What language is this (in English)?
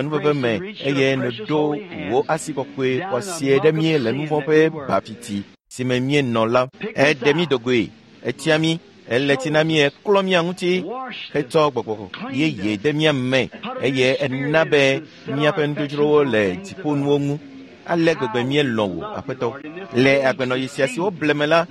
Ewe